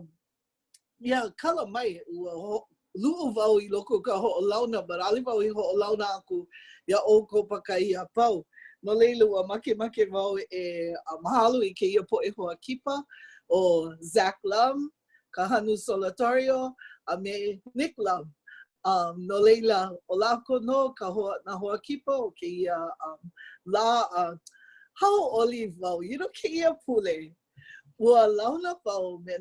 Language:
Hawaiian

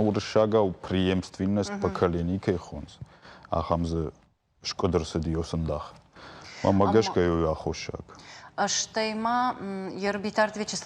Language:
Ossetic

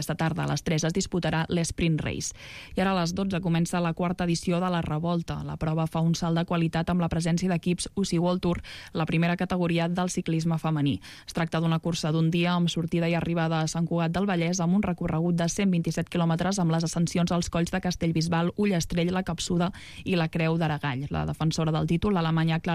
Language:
Catalan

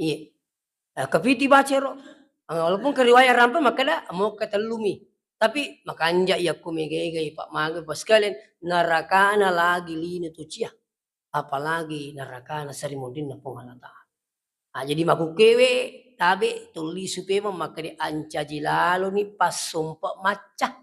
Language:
Buginese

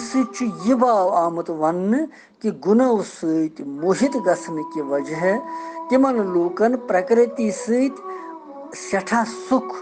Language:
Kashmiri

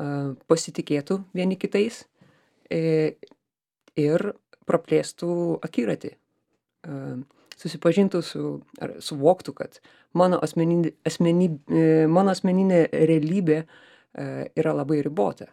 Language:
Lithuanian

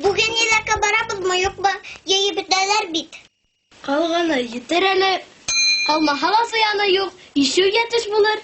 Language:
Bashkir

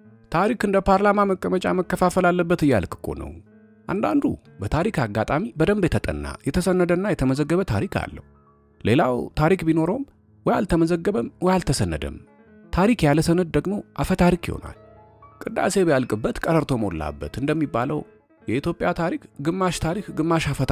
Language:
Amharic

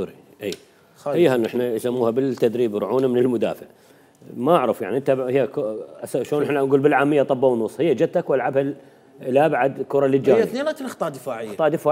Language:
Mesopotamian Arabic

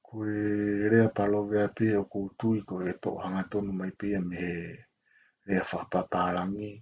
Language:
Tongan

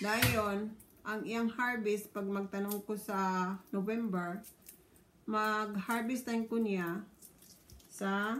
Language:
Cebuano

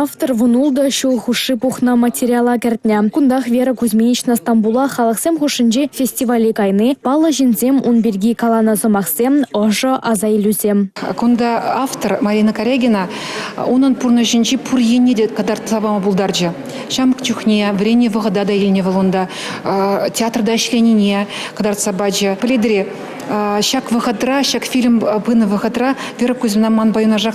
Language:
Chuvash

